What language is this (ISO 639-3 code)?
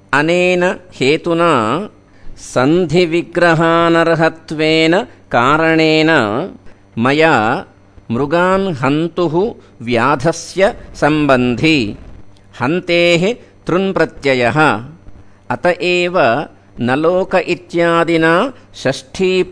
san